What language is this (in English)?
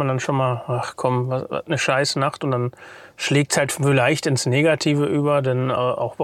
German